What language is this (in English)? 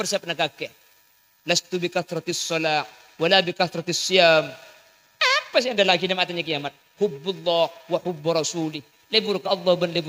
Madurese